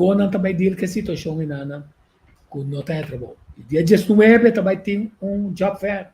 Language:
Papiamento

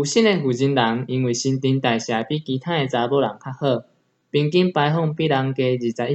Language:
Min Nan Chinese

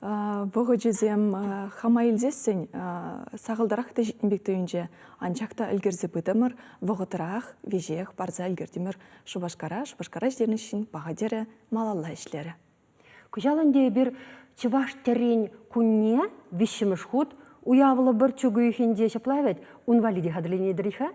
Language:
Chuvash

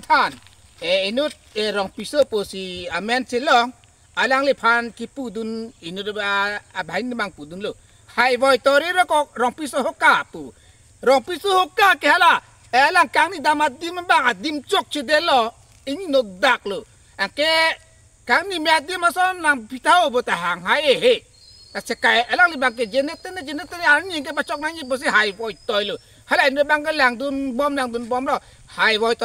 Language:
Karbi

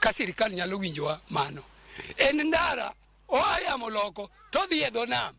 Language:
Luo (Kenya and Tanzania)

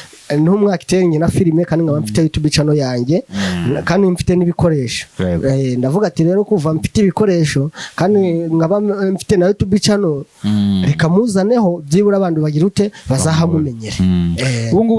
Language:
Kinyarwanda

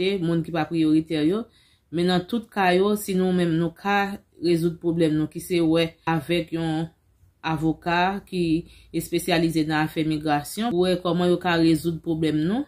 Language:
Haitian Creole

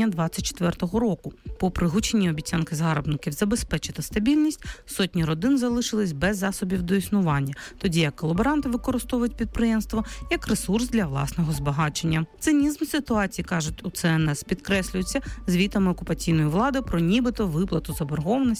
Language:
Ukrainian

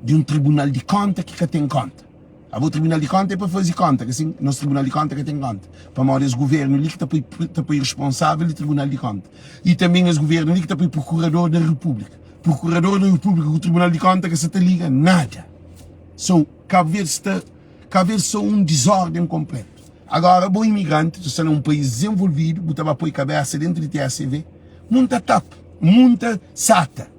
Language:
Kabuverdianu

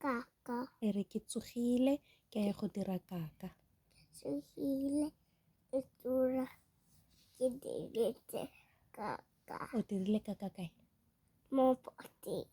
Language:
Tswana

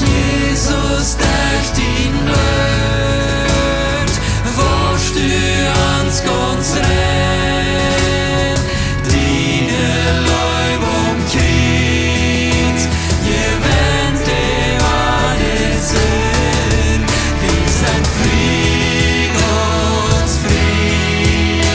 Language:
Plautdietsch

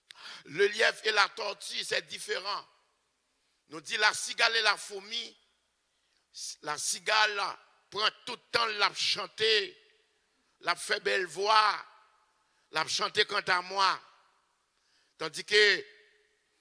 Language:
French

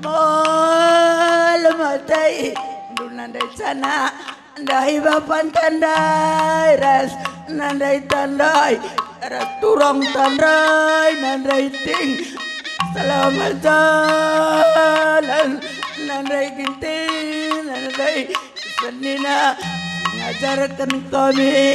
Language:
Batak Karo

